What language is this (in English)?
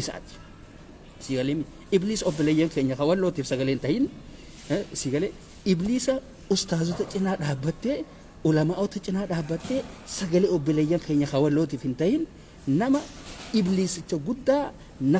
Oromo